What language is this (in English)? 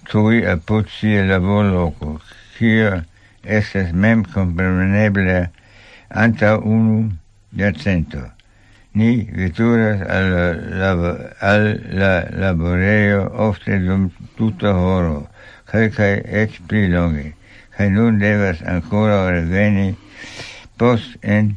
Esperanto